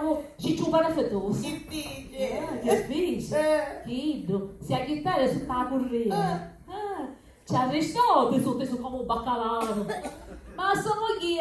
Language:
Sicilian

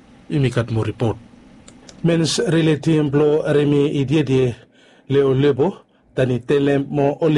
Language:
Bislama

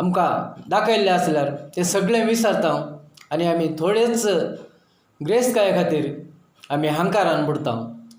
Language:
Konkani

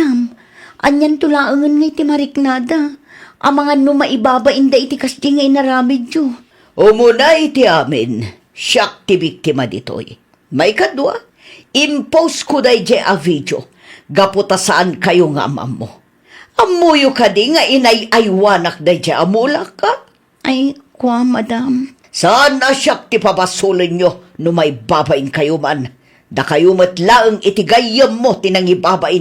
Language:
Iloko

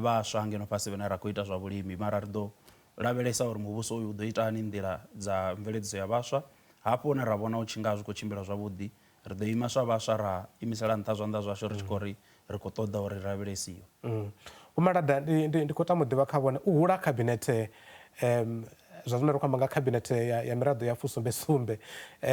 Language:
Venda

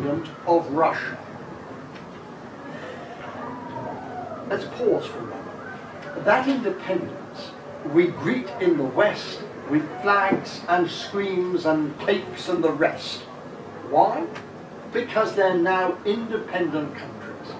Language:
English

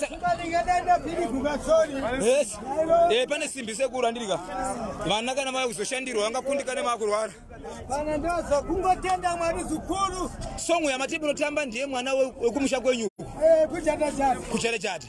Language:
Shona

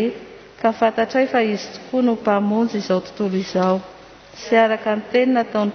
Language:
Malagasy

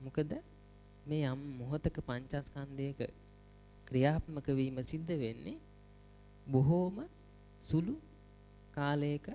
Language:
Sinhala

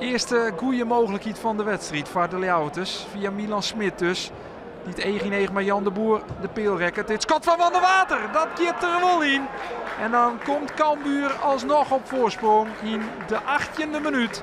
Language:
Western Frisian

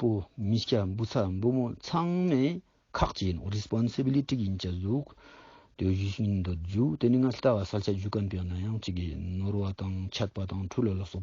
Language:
Ladakhi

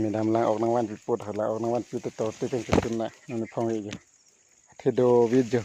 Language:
Karbi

